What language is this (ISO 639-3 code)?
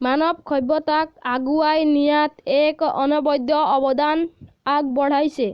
asm